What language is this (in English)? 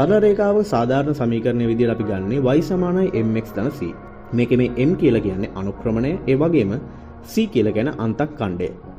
Sinhala